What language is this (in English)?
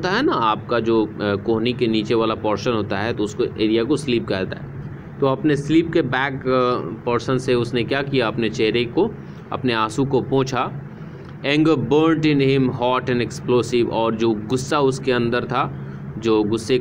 Hindi